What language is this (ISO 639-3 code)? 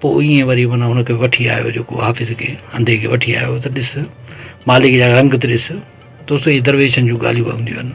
snd